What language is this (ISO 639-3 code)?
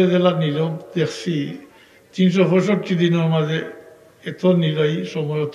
syl